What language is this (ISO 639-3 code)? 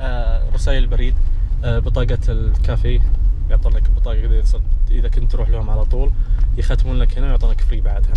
ars